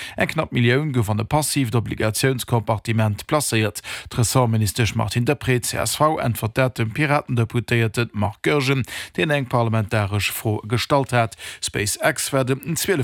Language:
Luxembourgish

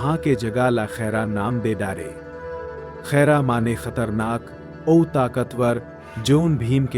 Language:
Chhattisgarhi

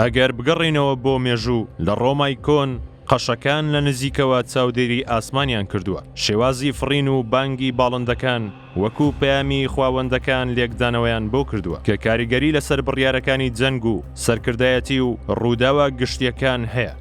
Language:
Central Kurdish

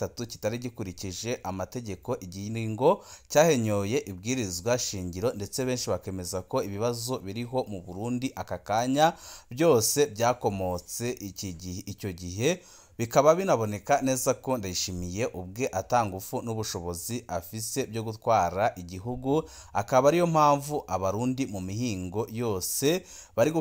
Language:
Rundi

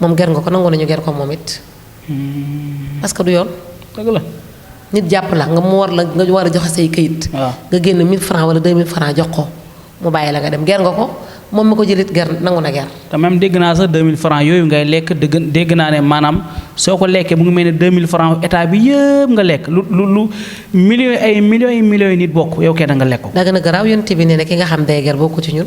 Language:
Wolof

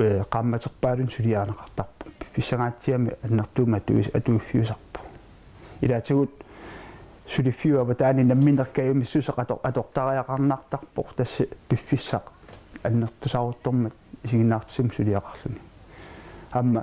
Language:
Kalaallisut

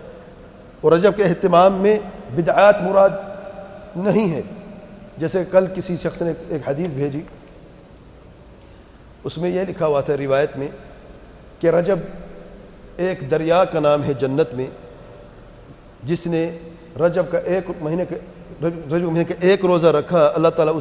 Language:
Urdu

